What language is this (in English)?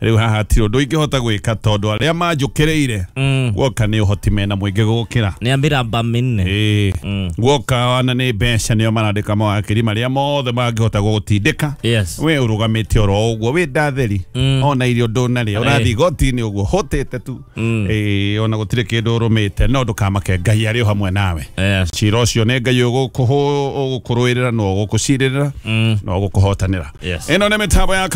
Kikuyu